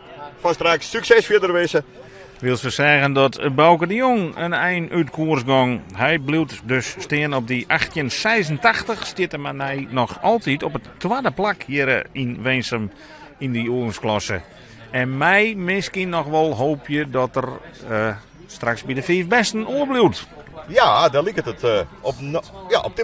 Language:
Western Frisian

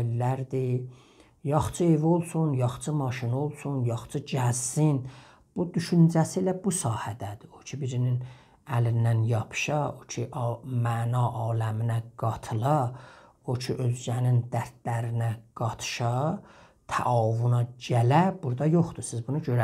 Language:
South Azerbaijani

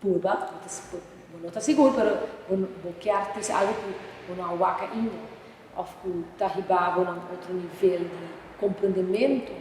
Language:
Papiamento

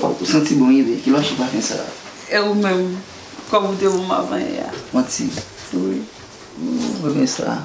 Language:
Haitian Creole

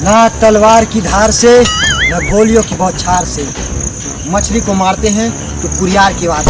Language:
Chhattisgarhi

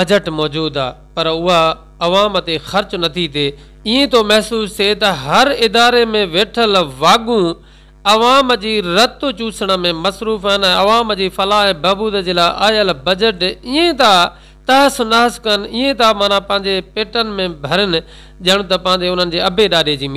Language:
Sindhi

